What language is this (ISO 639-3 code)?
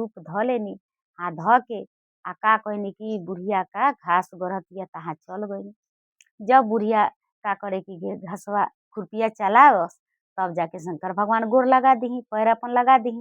bho